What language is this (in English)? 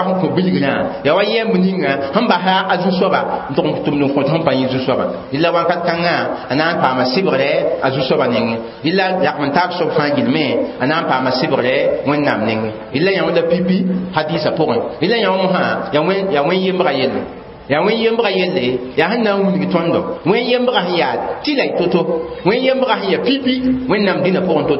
Mossi